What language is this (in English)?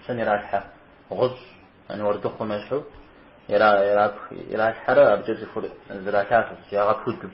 Kabardian